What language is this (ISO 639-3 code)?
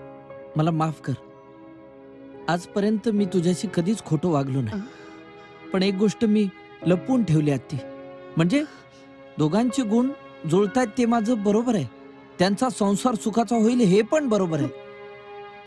mar